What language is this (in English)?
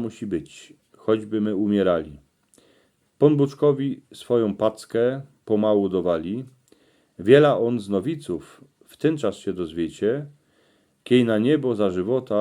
Silesian